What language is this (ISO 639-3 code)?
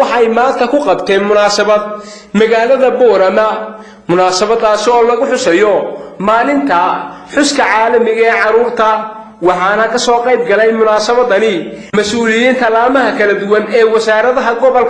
som